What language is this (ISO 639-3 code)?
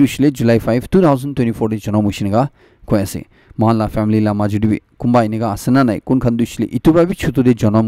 nag